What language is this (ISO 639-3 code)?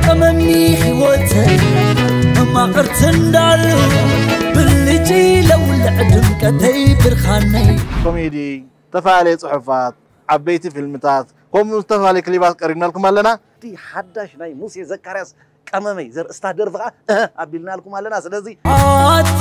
tir